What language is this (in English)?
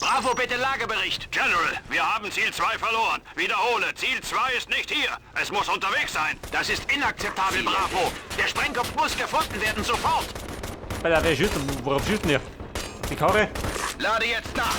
Bavarian